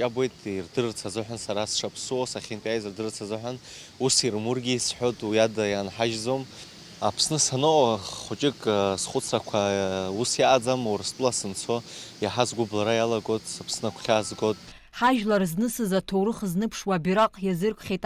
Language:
Abkhazian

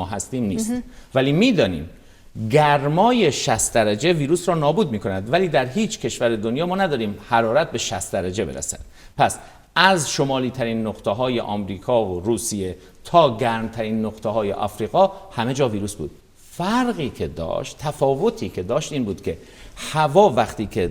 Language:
Persian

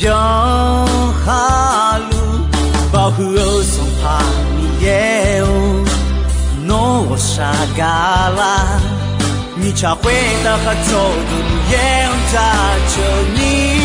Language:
Akha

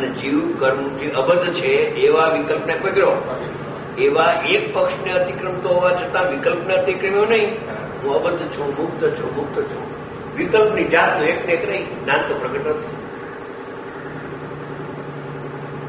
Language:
Gujarati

